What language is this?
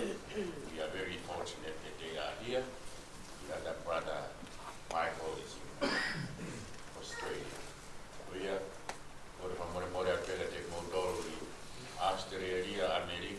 Tongan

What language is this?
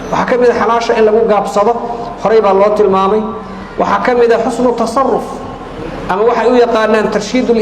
Somali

